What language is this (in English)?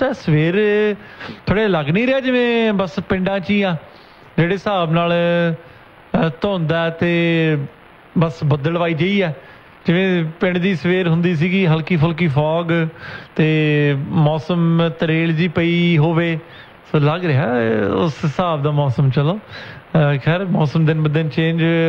Punjabi